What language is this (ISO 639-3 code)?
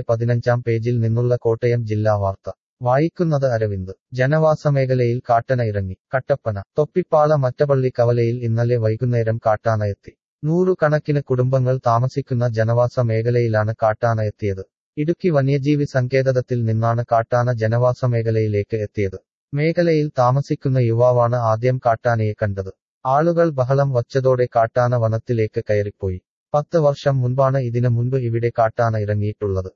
mal